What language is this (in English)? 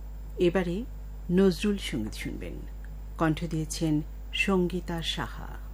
Bangla